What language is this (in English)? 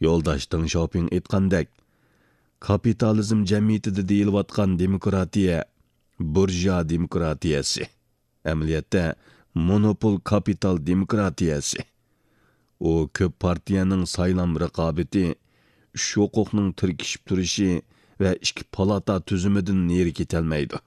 Uyghur